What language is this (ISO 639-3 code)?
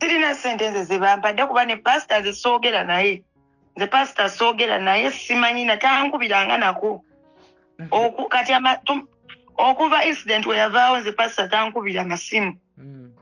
lug